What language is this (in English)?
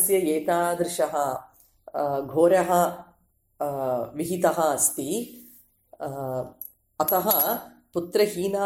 Sanskrit